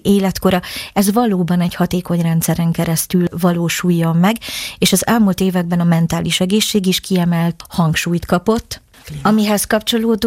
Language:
Hungarian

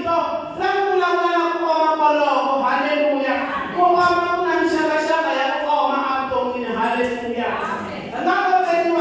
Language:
Tsonga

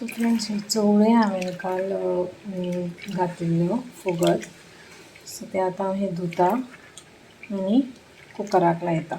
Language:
Konkani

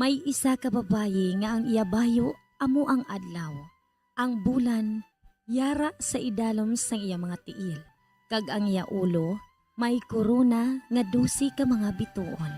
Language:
Hiligaynon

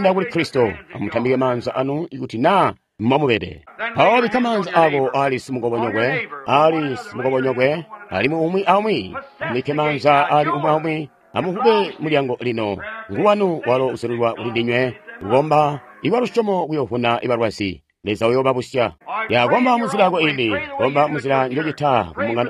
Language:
Tonga (Zambia)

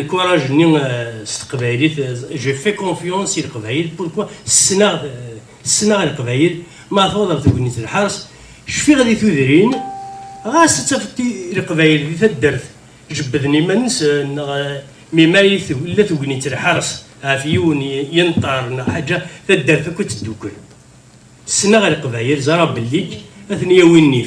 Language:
Kabyle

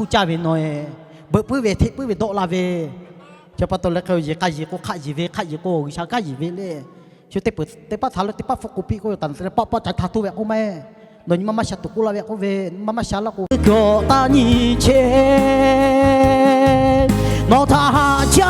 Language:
Lahu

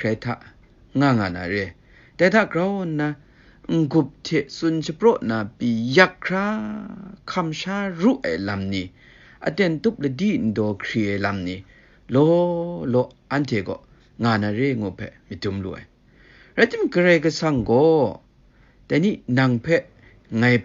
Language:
Kachin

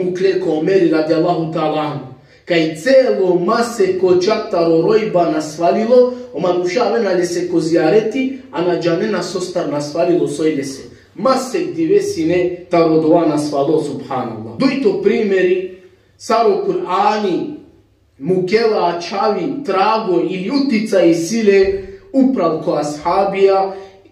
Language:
Balkan Romani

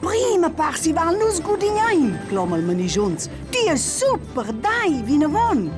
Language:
Romansh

